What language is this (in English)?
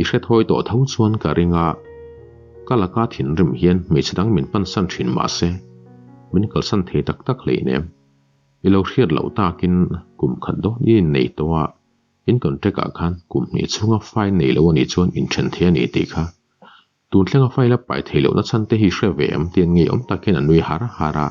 Mizo